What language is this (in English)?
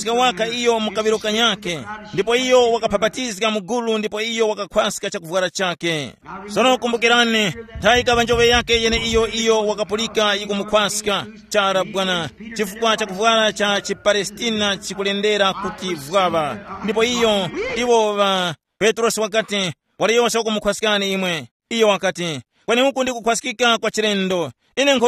Tumbuka